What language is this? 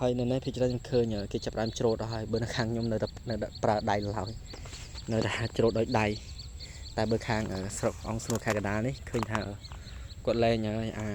Khmer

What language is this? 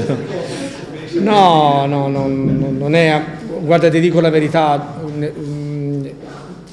Italian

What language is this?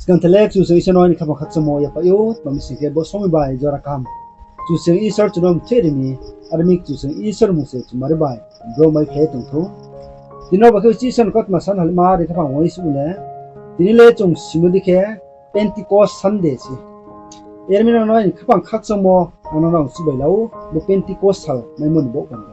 Riang (India)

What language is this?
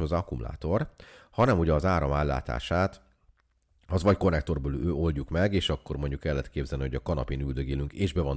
Hungarian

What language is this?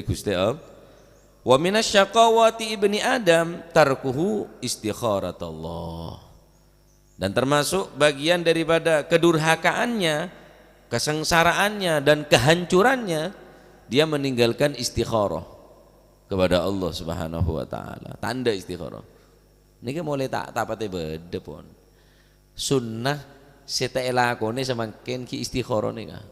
Madurese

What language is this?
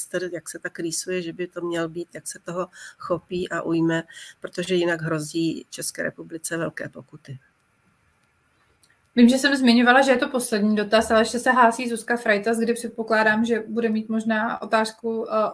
Czech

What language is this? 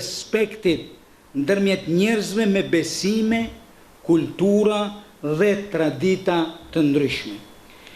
Albanian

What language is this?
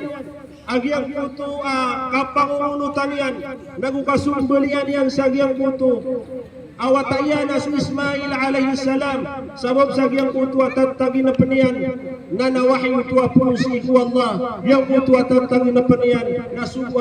Maranao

